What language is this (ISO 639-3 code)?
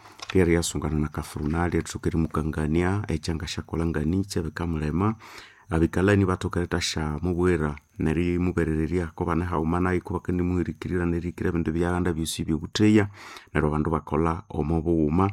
nnb